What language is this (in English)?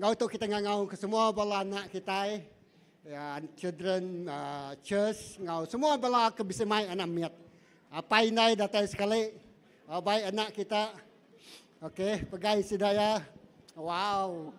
Iban